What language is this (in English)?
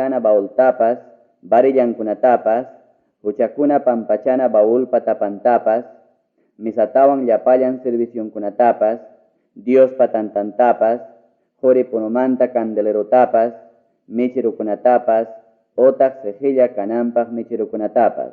Ayacucho Quechua